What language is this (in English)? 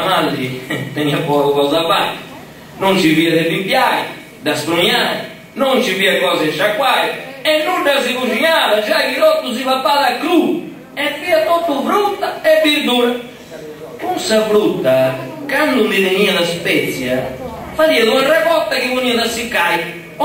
Sardinian